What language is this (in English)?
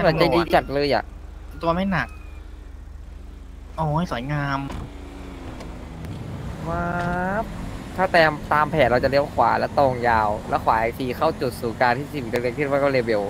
Thai